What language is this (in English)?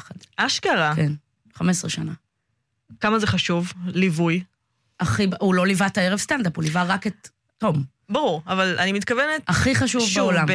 Hebrew